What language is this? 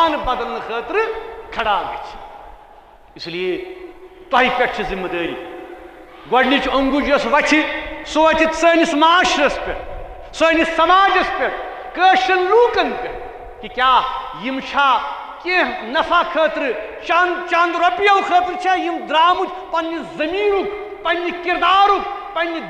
Kashmiri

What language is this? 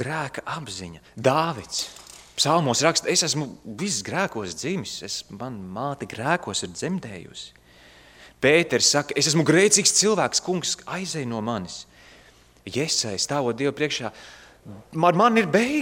Latvian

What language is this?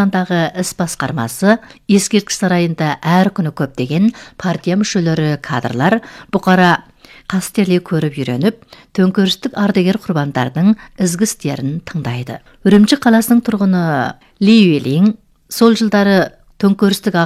Kazakh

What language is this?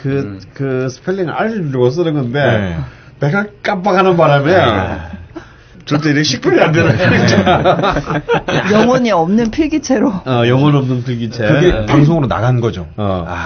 Korean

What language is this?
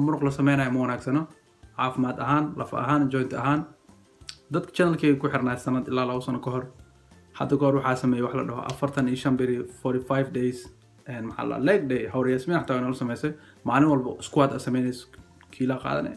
Somali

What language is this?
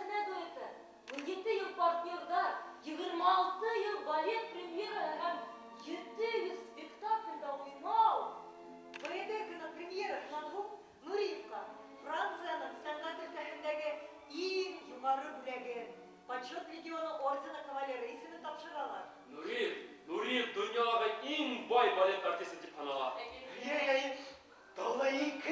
Bashkir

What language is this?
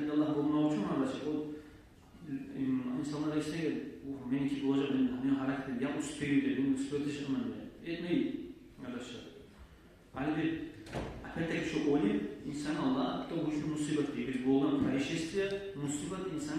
Kumyk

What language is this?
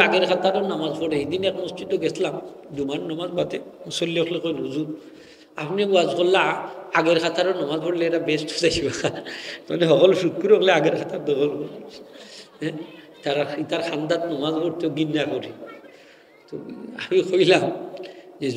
Sylheti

